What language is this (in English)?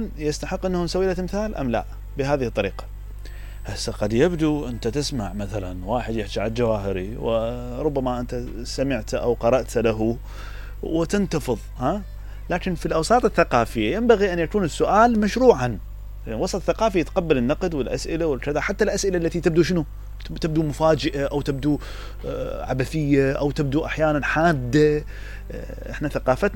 Mesopotamian Arabic